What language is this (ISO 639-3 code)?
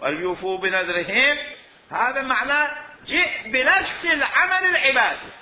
acm